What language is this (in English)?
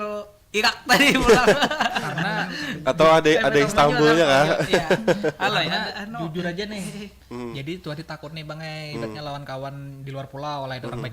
Banjar